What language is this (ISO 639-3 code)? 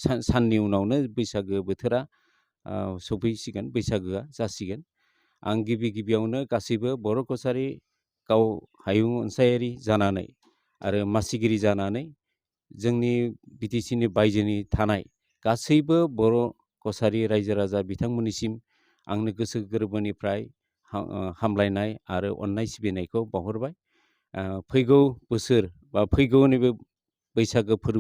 brx